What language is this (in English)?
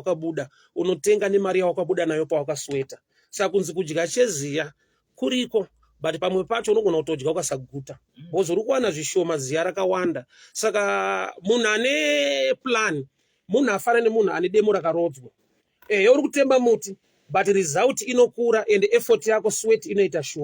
Shona